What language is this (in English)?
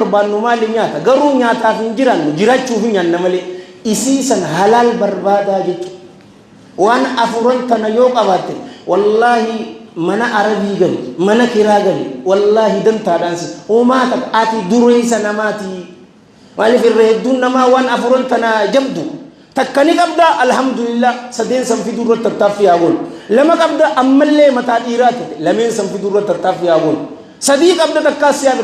Oromo